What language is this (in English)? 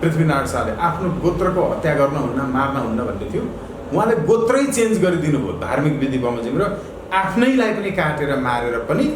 Nepali